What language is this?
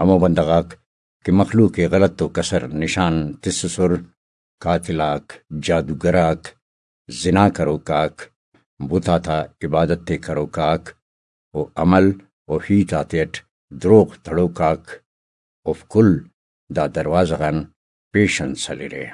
Brahui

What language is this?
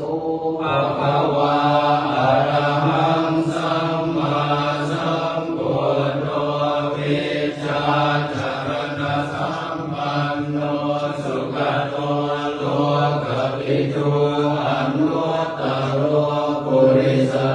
Pali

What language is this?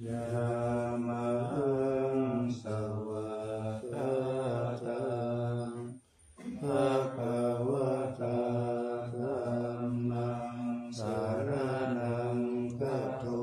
Pali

